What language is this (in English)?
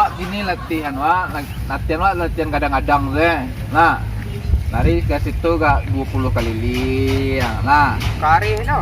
Minangkabau